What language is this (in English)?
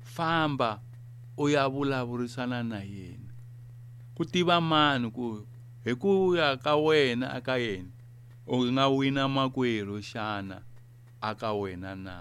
Tsonga